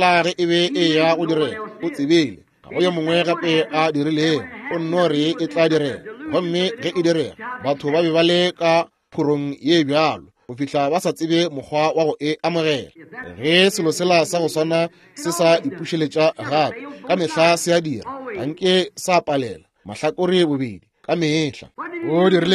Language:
Northern Sotho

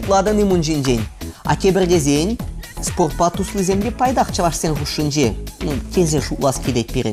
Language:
Chuvash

